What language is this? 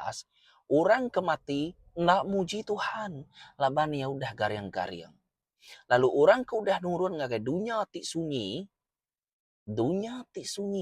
Iban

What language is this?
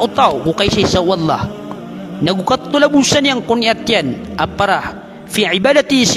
Maranao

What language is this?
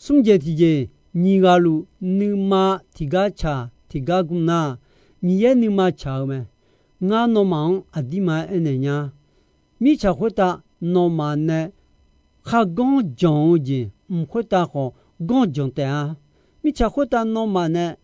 Akha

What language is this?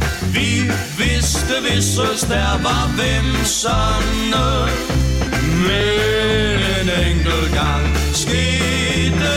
Danish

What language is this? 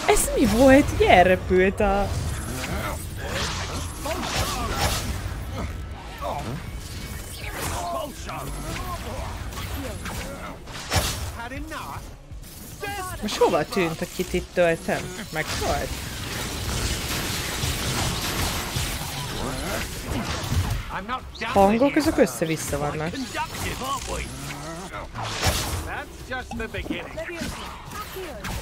Hungarian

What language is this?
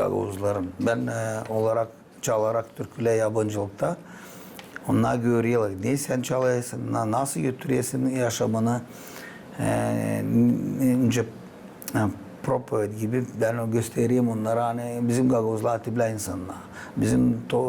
Gagauz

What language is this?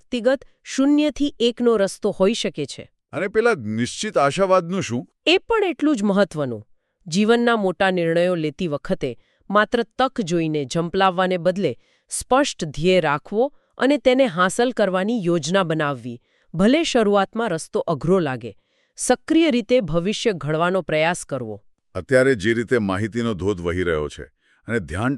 Gujarati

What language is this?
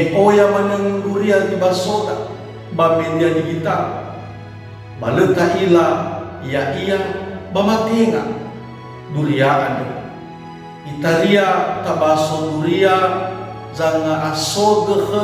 Nias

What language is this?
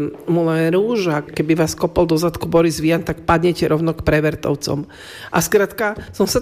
Slovak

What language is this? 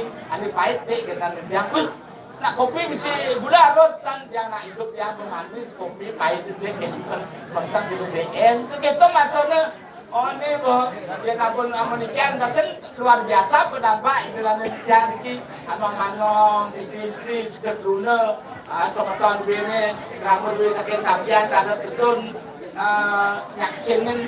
Balinese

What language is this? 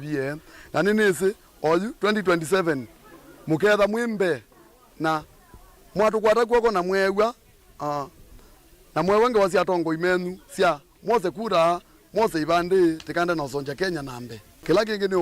Kamba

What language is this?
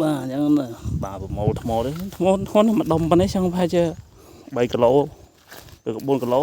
Khmer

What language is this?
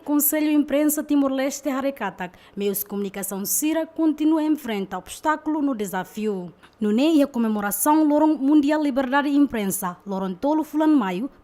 Tetum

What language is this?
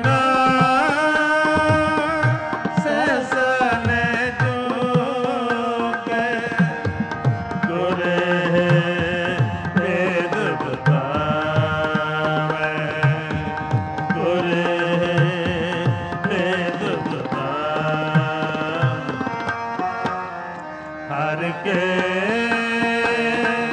Punjabi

